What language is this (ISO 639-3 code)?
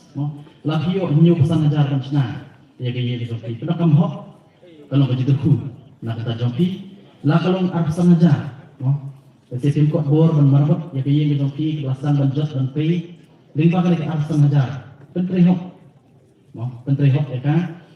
kha